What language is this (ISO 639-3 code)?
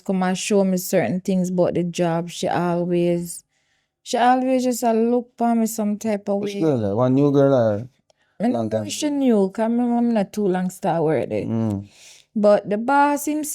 jam